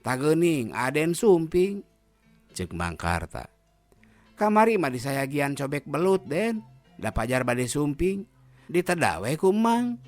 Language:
Sundanese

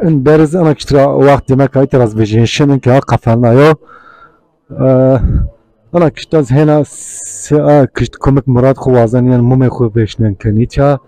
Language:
Zaza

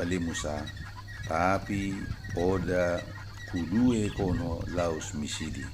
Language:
Batak Dairi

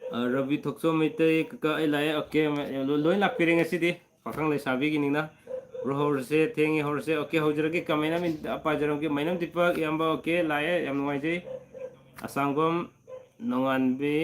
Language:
Manipuri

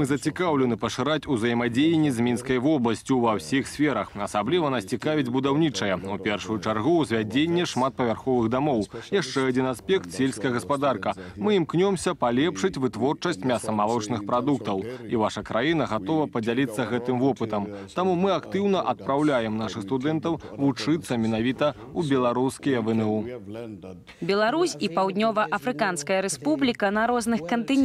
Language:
Belarusian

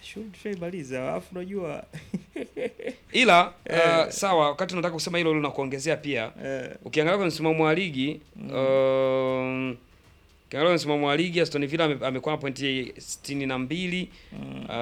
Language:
Swahili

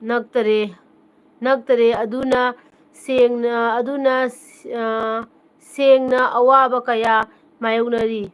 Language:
Manipuri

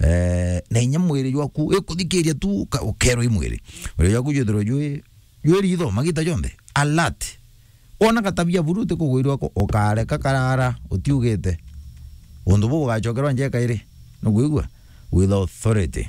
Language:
Meru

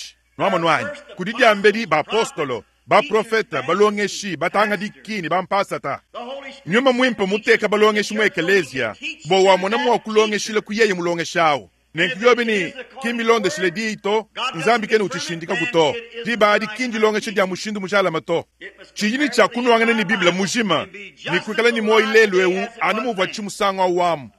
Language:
Luba-Lulua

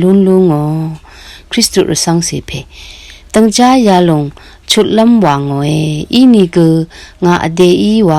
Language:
Rawang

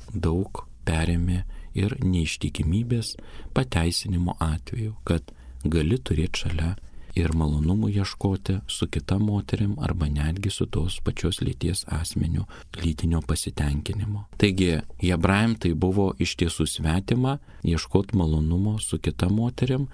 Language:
Lithuanian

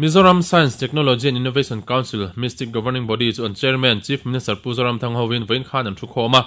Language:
Mizo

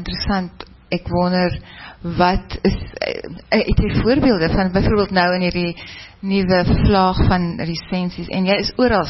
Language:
Afrikaans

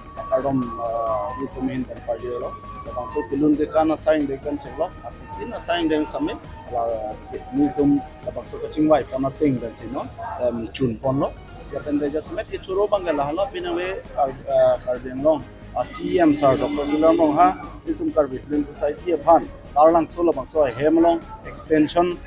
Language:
Karbi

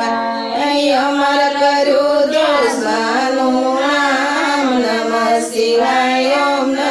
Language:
Gujarati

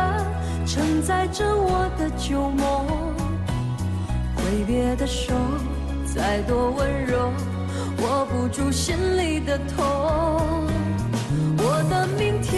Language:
Chinese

